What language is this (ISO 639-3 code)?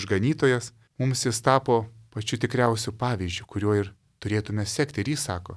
lit